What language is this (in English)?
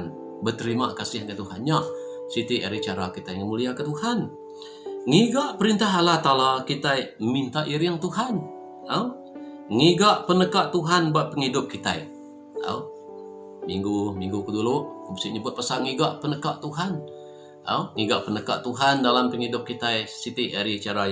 Iban